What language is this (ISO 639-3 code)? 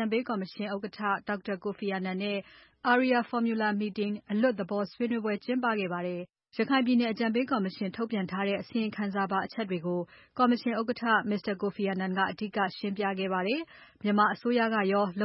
mya